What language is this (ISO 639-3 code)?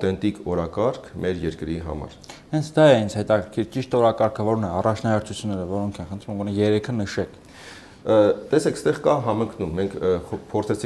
hye